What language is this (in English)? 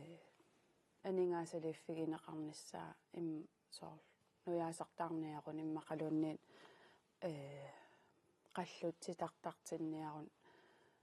Kalaallisut